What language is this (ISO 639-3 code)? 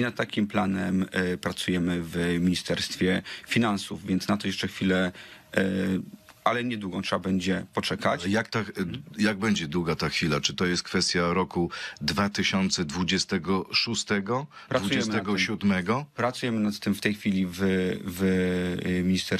pol